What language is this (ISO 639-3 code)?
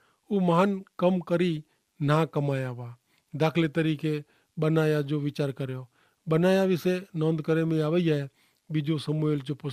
kfr